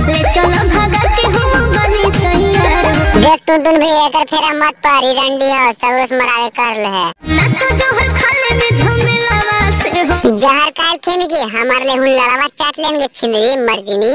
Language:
Magahi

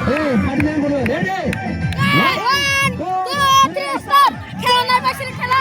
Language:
Kok Borok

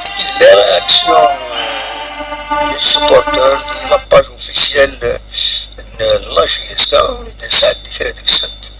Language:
Kabyle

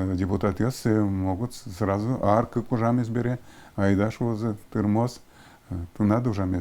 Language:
Udmurt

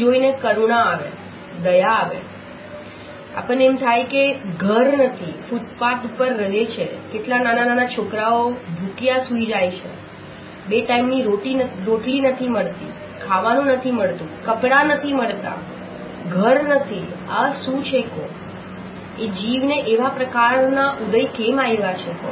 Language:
Gujarati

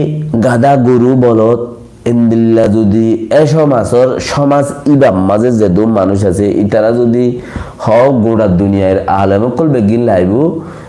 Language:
Rohingya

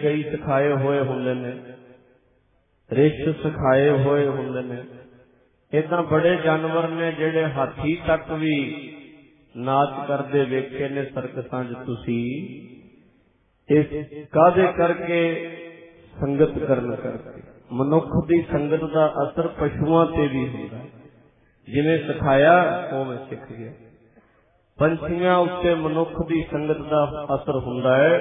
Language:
Punjabi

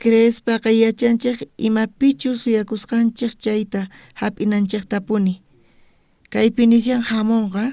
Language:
South Bolivian Quechua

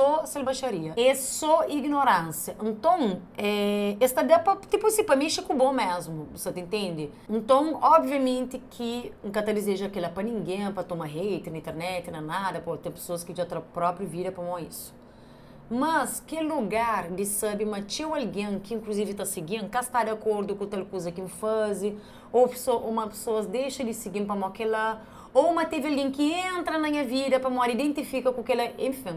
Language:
Kabuverdianu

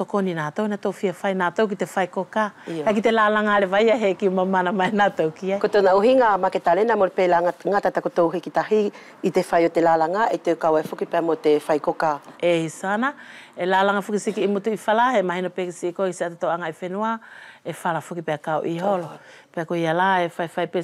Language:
Wallisian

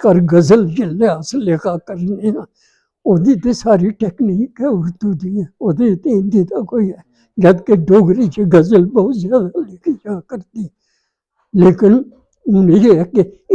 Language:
Dogri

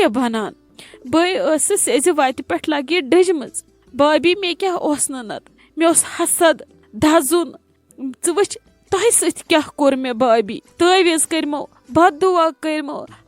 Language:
Kashmiri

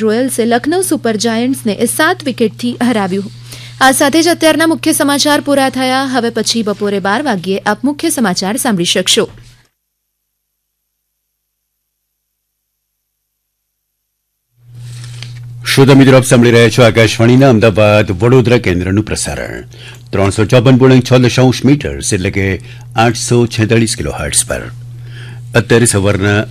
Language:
Gujarati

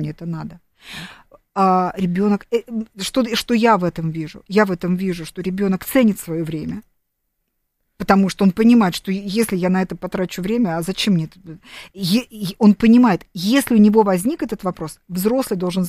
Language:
Russian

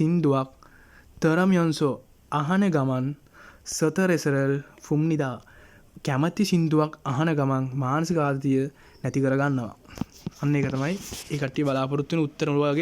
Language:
Sinhala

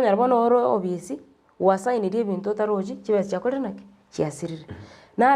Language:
Gusii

